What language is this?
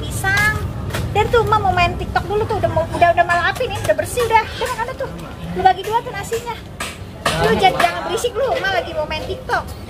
Betawi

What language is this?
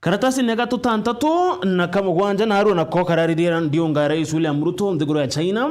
Meru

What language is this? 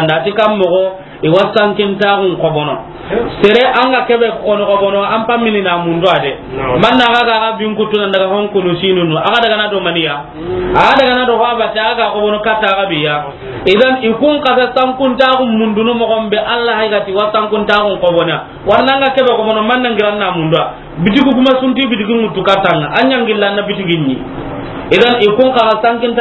Soninke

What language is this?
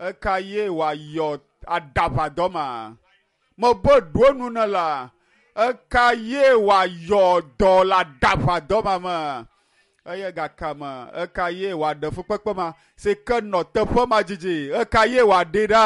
Ewe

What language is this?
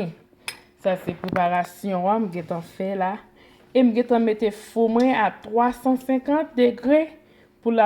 Haitian Creole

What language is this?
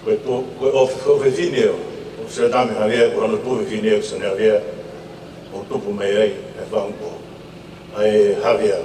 Tongan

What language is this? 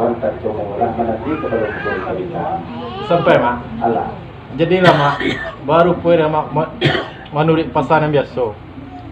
Minangkabau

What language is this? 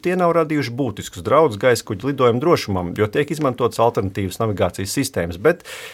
Latvian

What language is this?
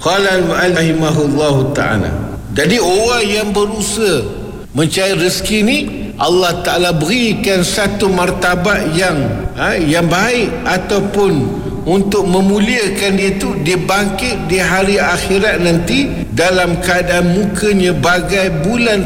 Malay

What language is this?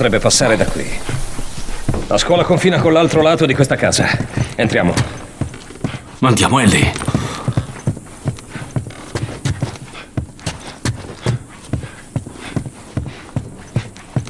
Italian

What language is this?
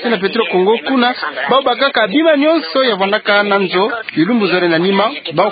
Kituba (Democratic Republic of Congo)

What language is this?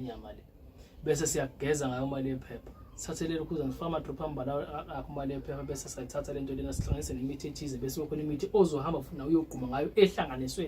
Zulu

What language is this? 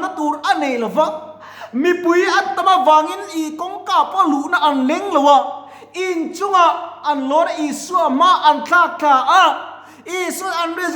Mizo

